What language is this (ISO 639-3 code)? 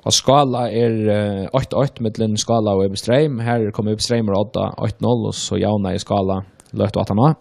fao